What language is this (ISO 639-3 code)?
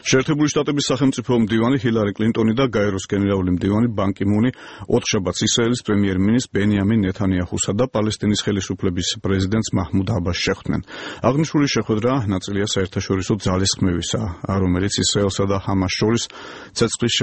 kat